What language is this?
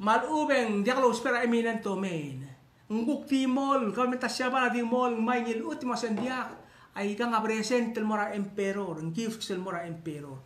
Palauan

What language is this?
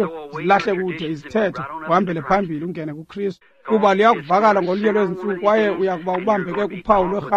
Xhosa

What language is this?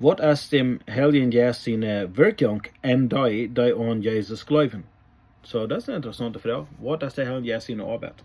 Plautdietsch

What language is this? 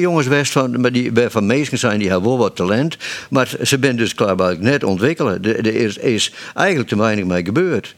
Western Frisian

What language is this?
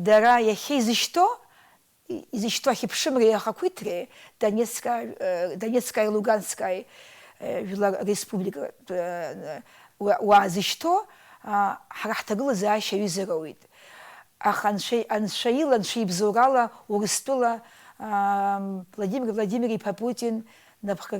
Abkhazian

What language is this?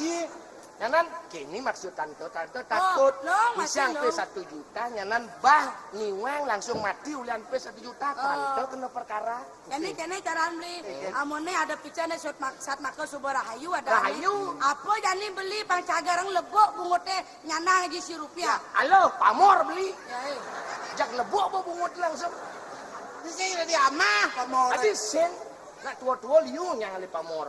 Balinese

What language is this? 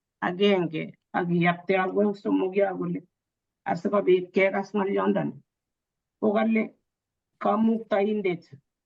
Kalenjin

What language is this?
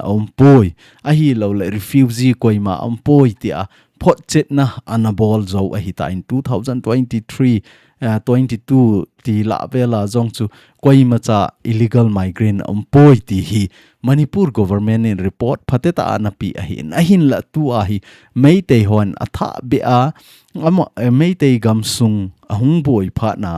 Thado Chin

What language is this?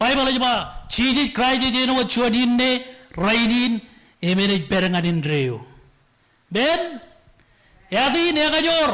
Marshallese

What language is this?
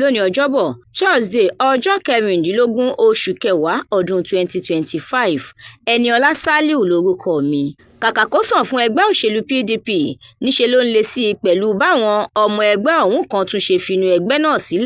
Yoruba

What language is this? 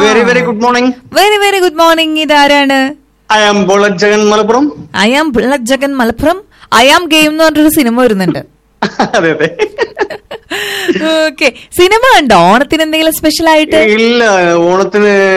Malayalam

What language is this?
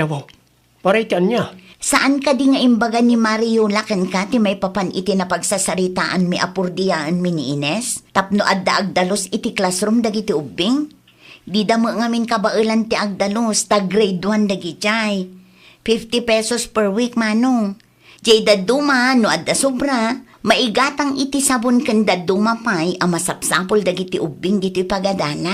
Iloko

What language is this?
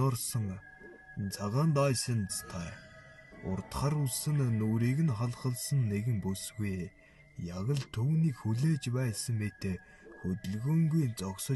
Mongolian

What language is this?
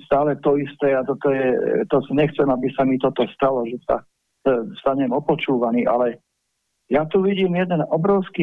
Slovak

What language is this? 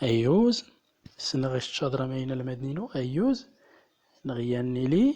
Central Atlas Tamazight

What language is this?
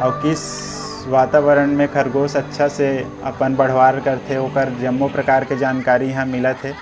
Chhattisgarhi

